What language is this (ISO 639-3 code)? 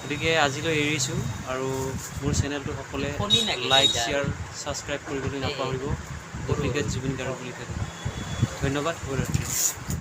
asm